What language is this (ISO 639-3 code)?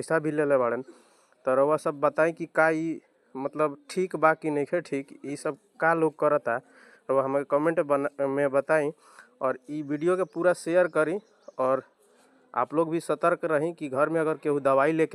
bho